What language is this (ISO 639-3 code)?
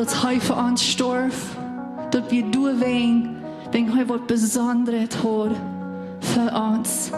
pdt